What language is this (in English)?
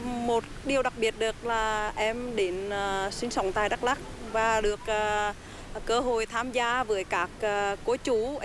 Vietnamese